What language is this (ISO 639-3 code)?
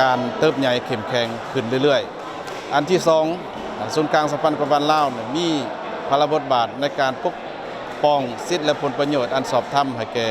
lao